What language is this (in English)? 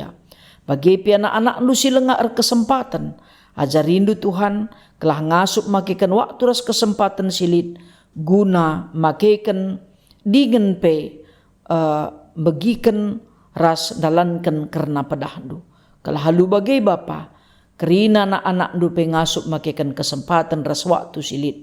Batak Karo